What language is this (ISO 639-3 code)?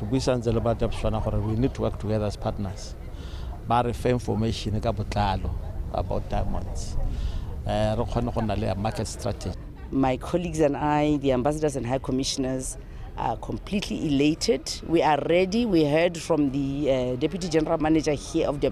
tsn